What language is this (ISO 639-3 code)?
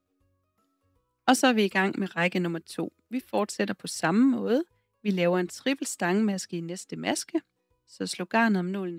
dan